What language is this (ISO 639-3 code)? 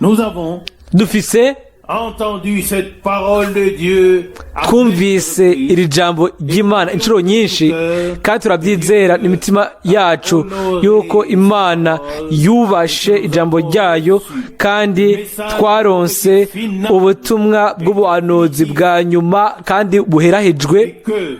run